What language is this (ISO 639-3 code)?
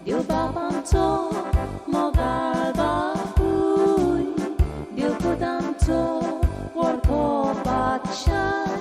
kok